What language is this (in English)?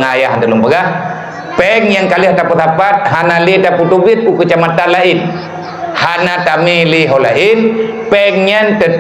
Achinese